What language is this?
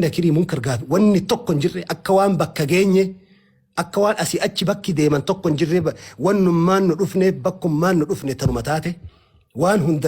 Oromo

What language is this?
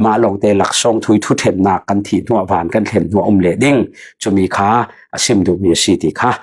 Falam Chin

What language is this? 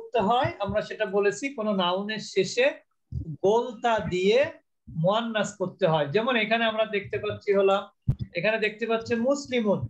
Bangla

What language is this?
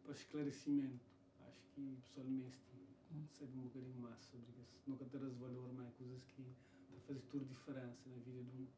Kabuverdianu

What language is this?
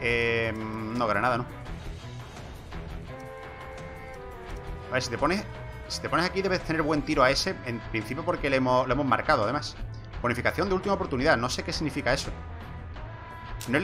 Spanish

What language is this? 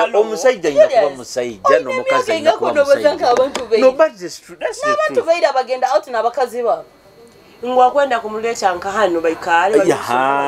Nyoro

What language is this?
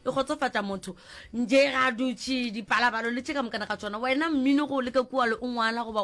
Northern Sotho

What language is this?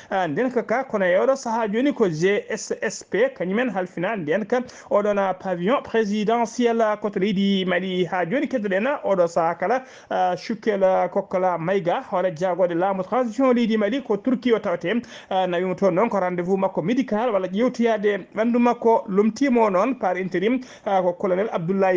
Fula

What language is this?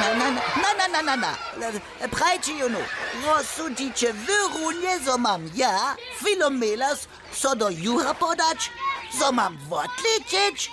Upper Sorbian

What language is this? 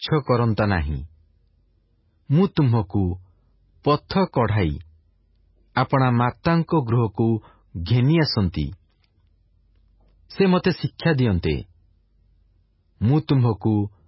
Odia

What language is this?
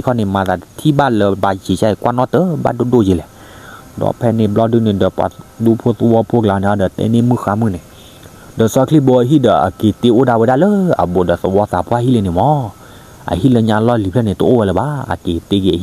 S'gaw Karen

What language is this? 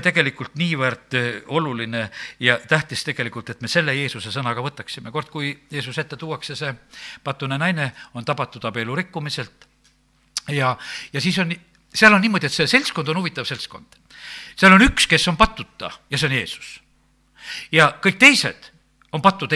Estonian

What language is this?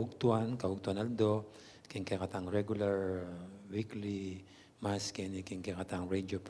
Pampanga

